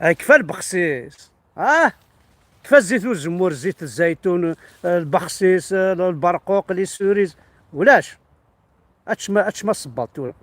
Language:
Kabyle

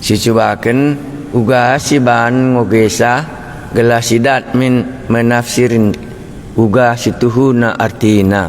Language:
Batak Karo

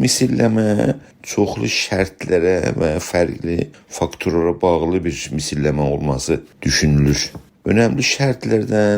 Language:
South Azerbaijani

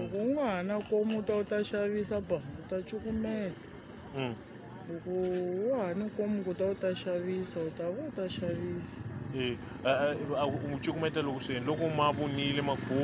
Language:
Tsonga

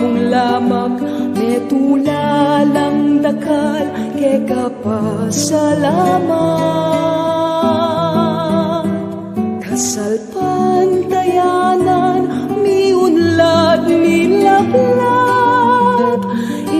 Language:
Pampanga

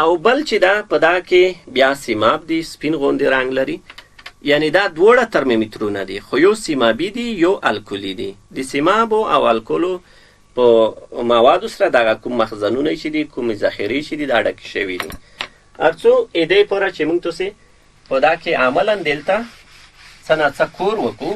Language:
Pashto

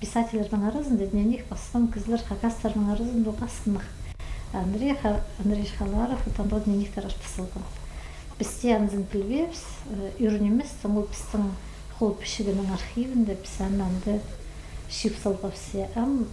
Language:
Khakas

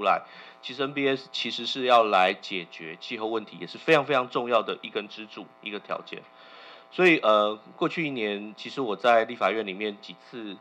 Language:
Chinese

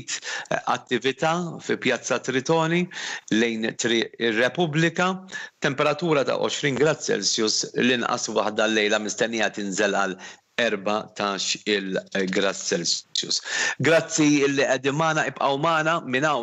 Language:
Maltese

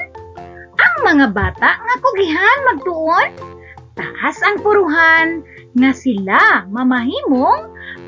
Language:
Cebuano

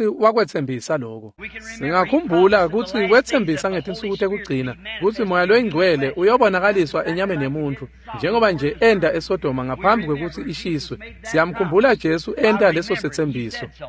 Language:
Swati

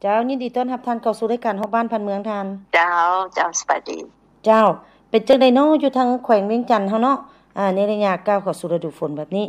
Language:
Lao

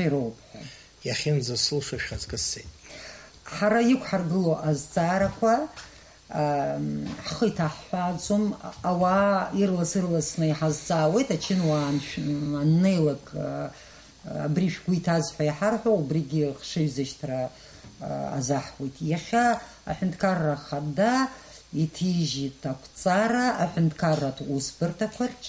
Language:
Abkhazian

